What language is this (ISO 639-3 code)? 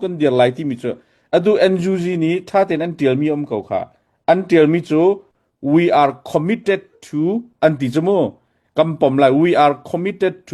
cnh